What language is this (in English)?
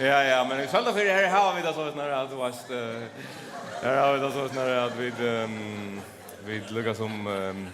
Faroese